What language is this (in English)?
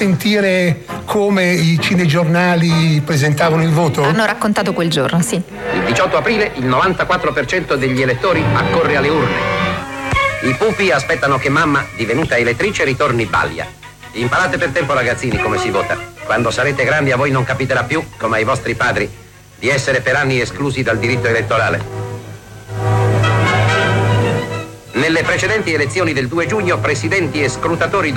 Italian